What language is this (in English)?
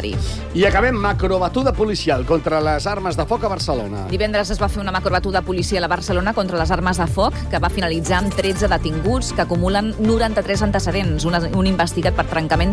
Catalan